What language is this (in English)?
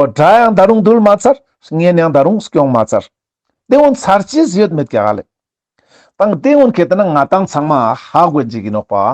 Ladakhi